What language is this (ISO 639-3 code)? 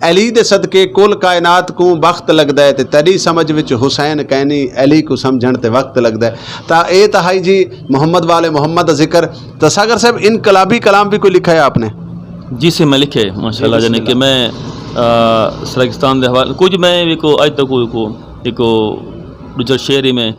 lah